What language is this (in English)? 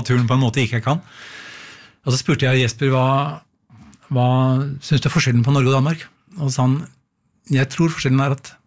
Norwegian